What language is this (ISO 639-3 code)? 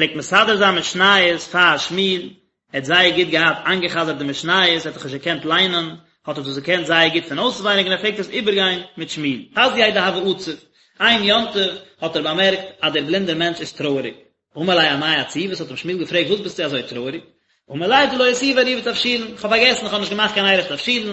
yid